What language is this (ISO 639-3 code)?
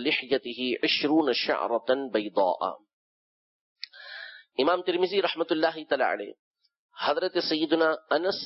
urd